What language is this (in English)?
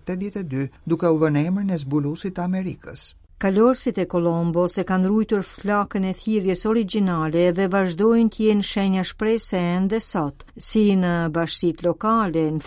Albanian